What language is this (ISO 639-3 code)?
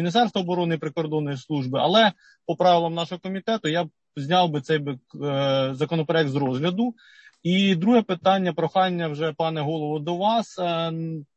ukr